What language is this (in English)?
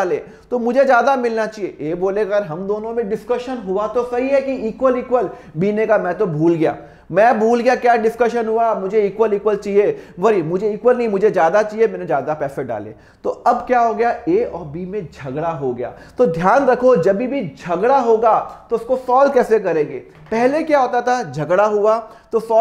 Hindi